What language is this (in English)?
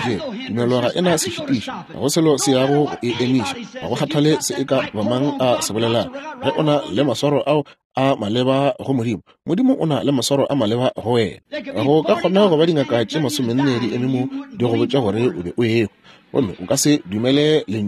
Northern Sotho